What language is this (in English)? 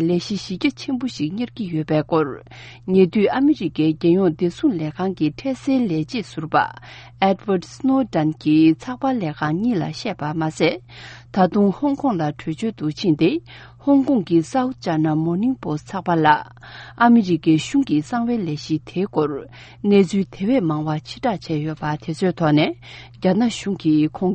Tibetan